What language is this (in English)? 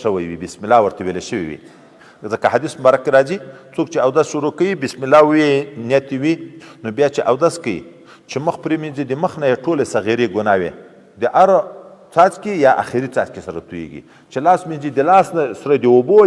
Pashto